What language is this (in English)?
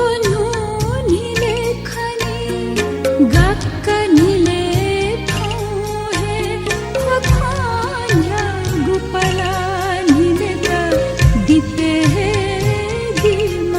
Newari